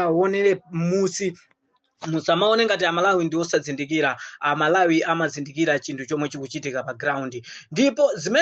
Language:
Nyanja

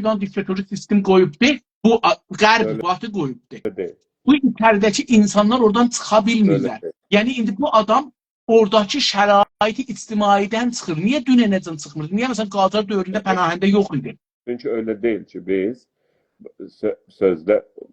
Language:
South Azerbaijani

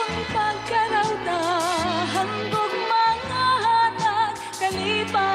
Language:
Waray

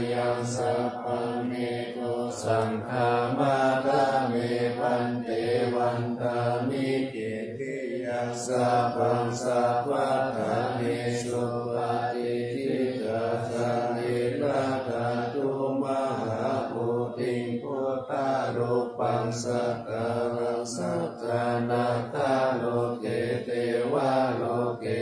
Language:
Pali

